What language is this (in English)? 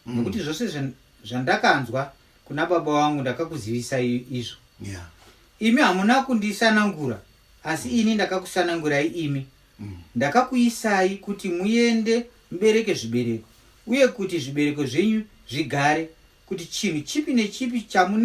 Shona